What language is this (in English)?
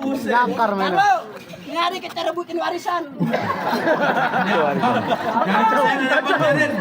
Betawi